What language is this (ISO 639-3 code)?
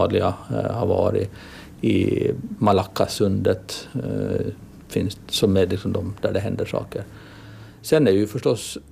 swe